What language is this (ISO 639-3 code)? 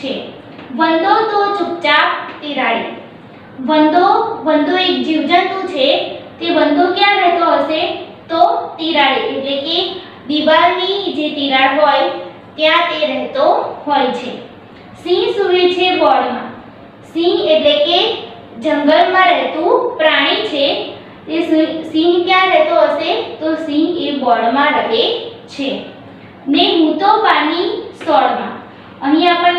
guj